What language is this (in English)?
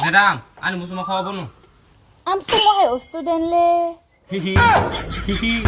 Kok Borok